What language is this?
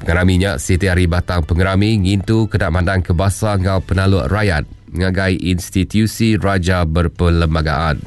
Iban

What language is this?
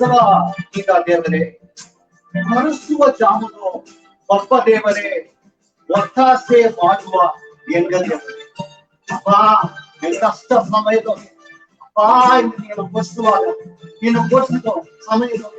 Badaga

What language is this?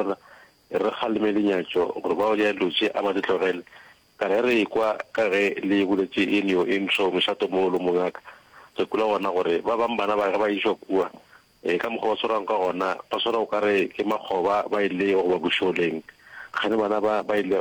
Northern Sotho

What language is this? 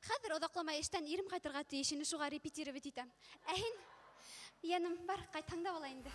Bashkir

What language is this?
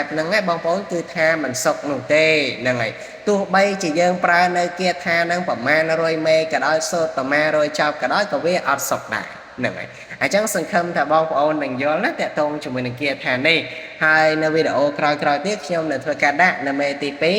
Khmer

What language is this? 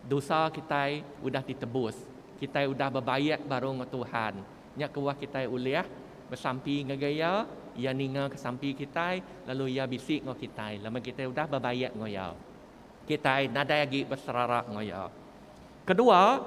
Iban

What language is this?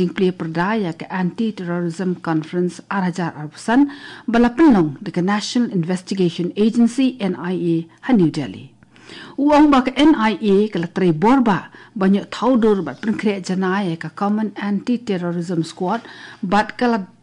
Khasi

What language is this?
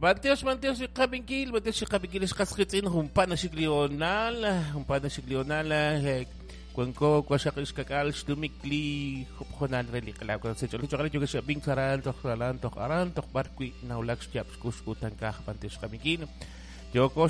Kekchí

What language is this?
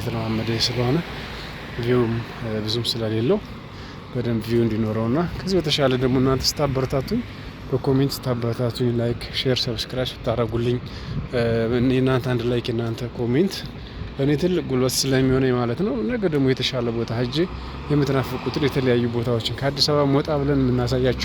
Amharic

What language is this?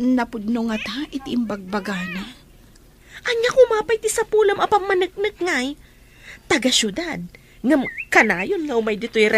Iloko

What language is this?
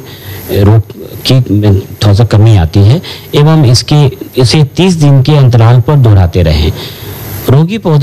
Hindi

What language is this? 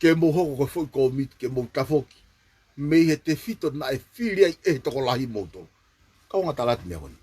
Tongan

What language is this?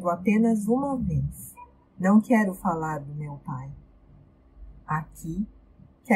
Portuguese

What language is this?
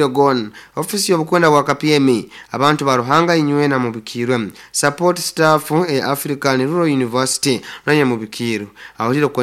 Nyoro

